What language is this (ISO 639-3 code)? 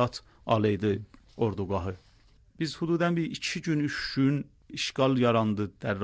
aze